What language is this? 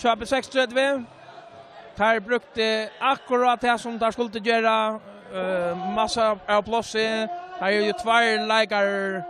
Faroese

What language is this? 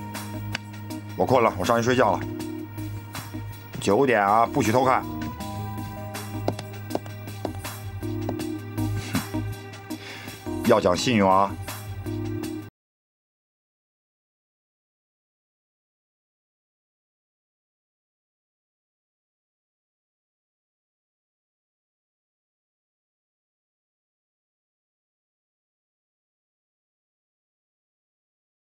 Chinese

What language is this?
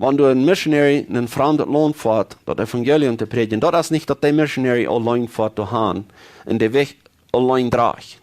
Plautdietsch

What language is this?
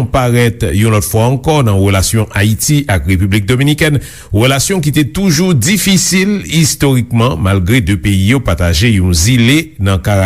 Haitian Creole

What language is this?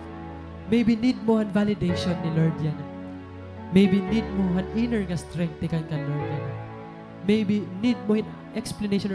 Waray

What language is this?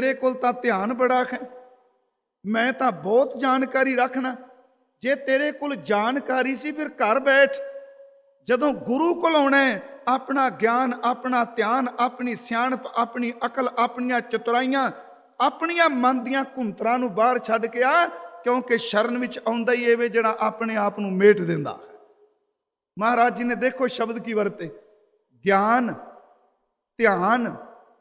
Punjabi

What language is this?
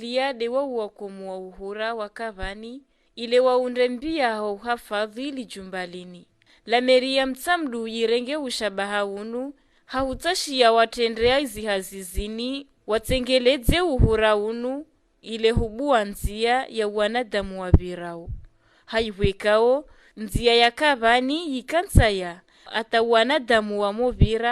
Ngazidja Comorian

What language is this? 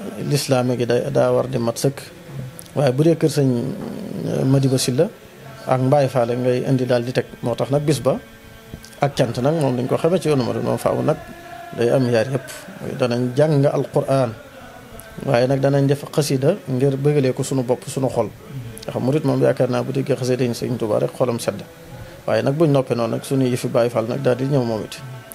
Wolof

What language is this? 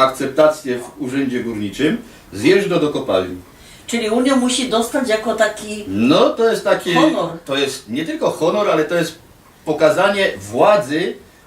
Silesian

